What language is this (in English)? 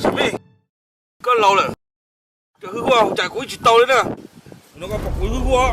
Hmong